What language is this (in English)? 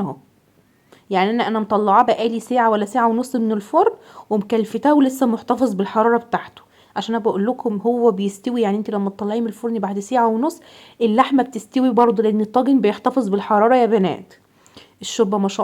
Egyptian Arabic